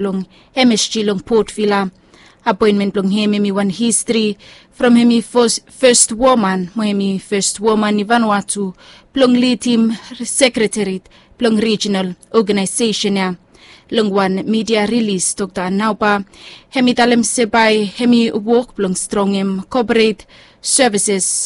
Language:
Bislama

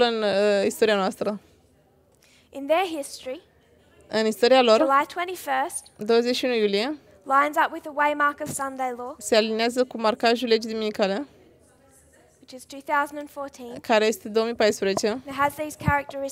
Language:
Romanian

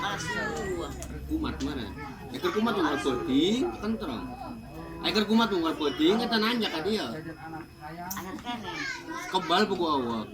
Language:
Sundanese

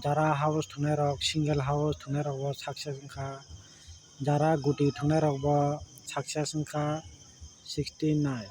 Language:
Kok Borok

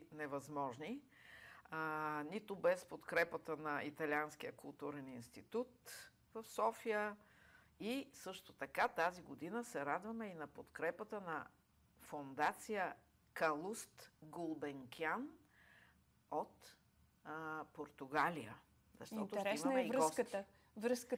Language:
Bulgarian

